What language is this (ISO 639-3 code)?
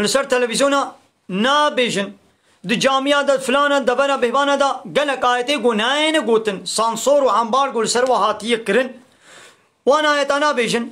kur